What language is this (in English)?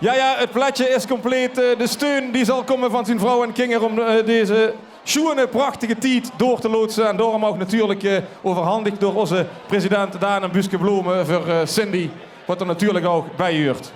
Limburgish